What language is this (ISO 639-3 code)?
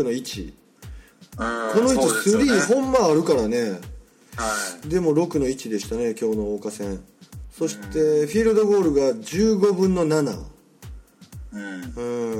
jpn